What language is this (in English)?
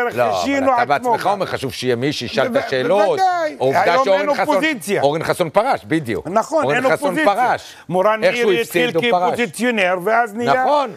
Hebrew